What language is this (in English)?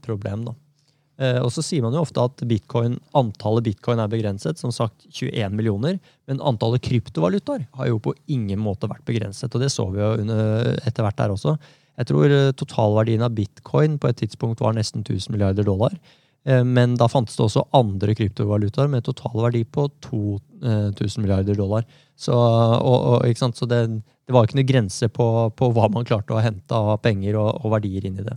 Norwegian